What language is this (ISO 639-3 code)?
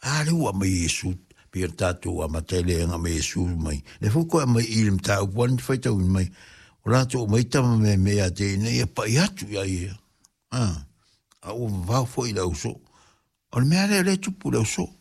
smo